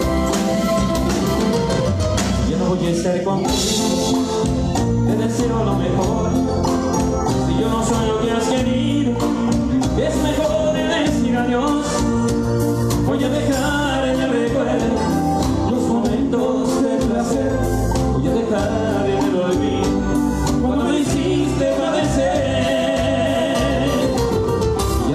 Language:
Spanish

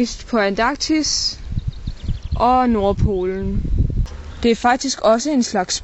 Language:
Danish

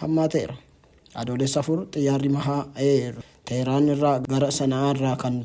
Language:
Oromo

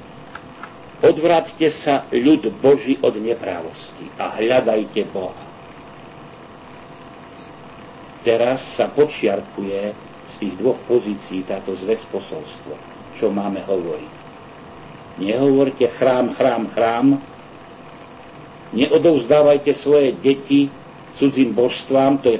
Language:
Slovak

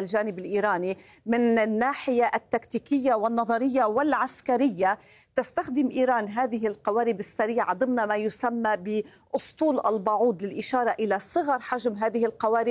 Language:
Arabic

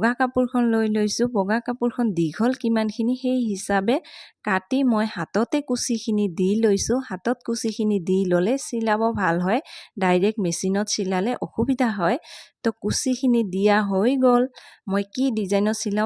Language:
Assamese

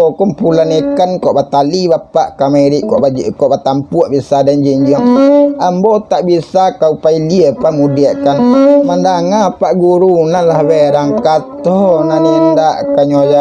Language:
Minangkabau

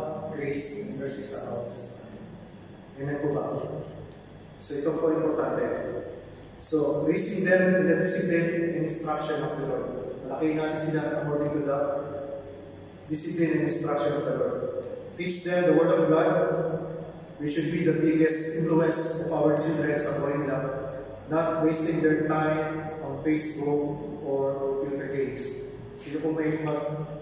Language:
Filipino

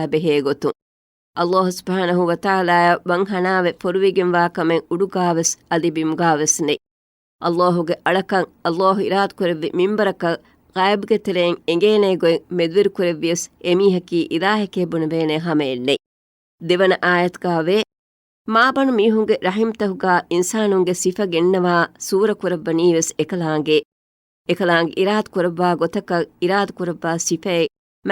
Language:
Divehi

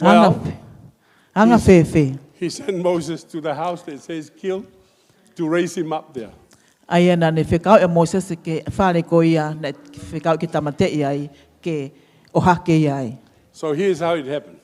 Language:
Tongan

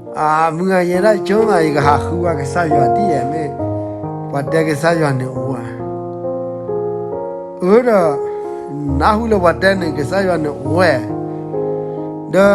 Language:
S'gaw Karen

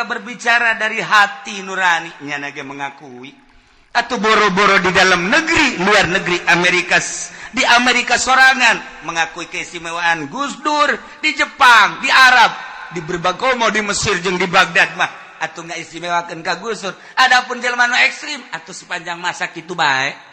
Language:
Sundanese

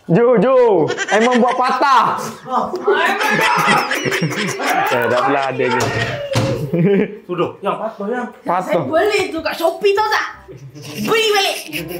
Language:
Malay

